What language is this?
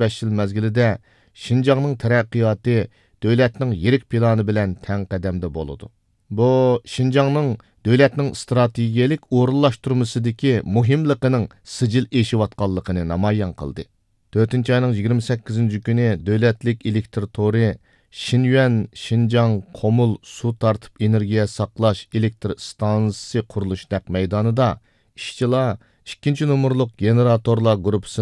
Uyghur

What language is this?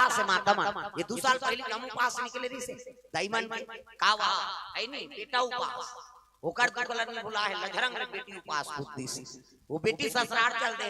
Chhattisgarhi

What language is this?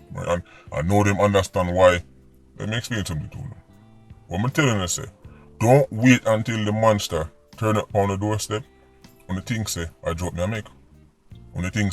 Jamaican Creole English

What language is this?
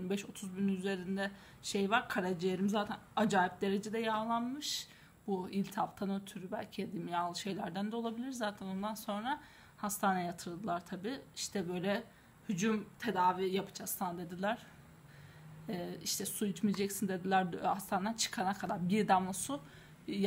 Turkish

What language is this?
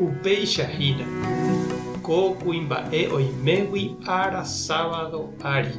Guarani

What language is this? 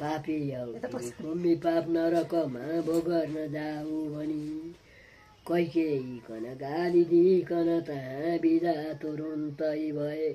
Nepali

